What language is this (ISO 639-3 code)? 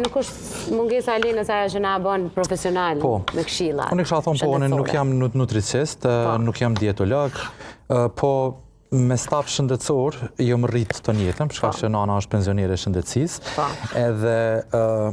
sqi